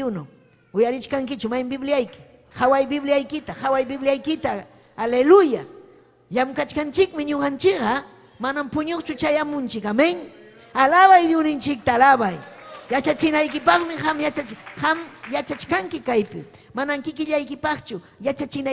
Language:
Ayacucho Quechua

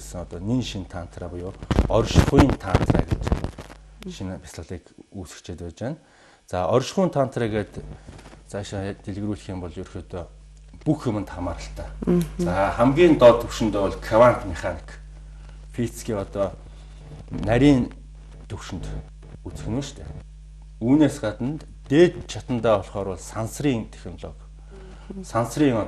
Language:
Mongolian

